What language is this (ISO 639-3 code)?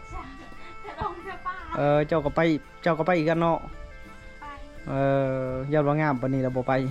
lao